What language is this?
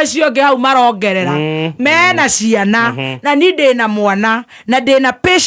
Kikuyu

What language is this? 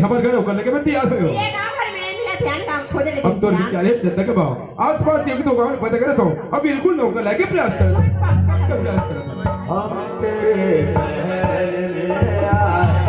Chhattisgarhi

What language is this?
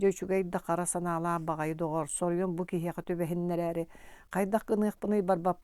Yakut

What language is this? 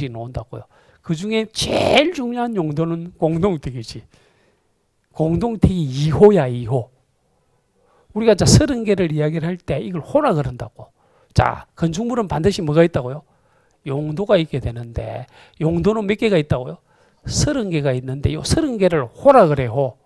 Korean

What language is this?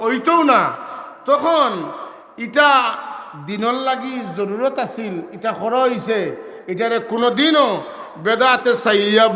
Sylheti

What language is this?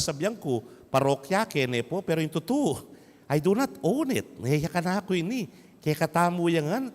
Pampanga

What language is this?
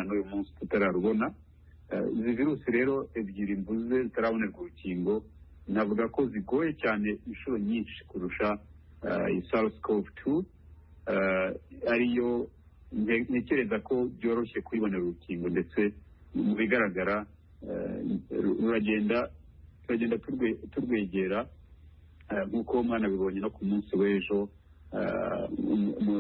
Kinyarwanda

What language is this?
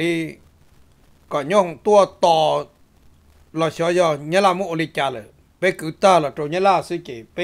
Vietnamese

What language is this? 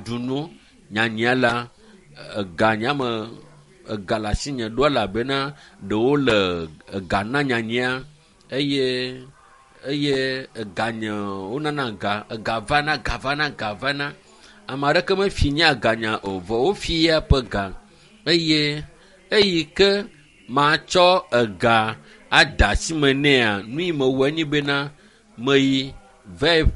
Ewe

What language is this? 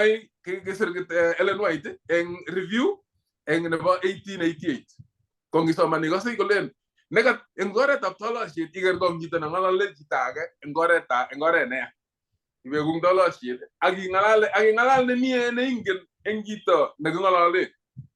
Kalenjin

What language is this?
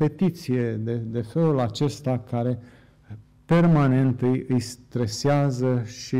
Romanian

